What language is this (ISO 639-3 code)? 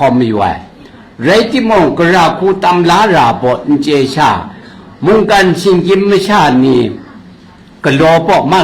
kac